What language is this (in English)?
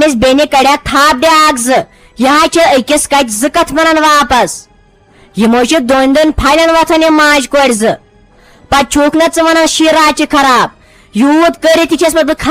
Kashmiri